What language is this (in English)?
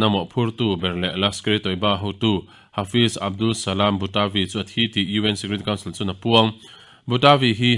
Mizo